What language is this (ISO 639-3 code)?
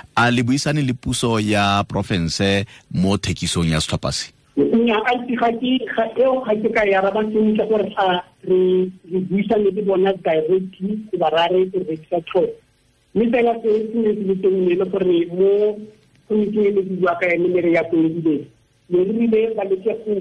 tsn